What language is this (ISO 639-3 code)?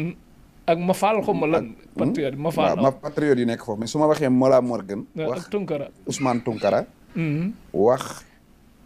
wol